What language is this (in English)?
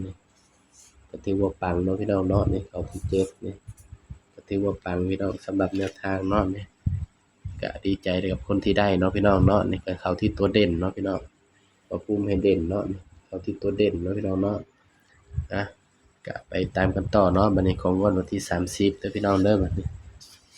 Northeastern Thai